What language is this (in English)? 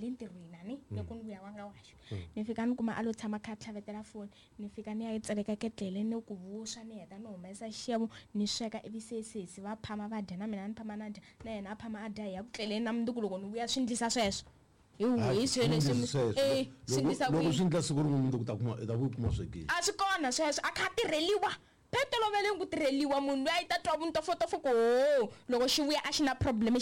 Tsonga